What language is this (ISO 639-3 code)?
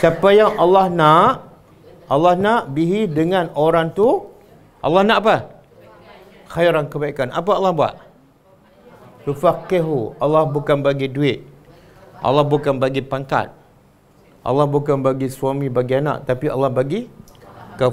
msa